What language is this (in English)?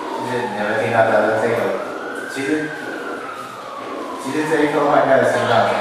Chinese